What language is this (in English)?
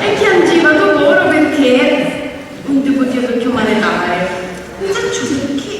Sicilian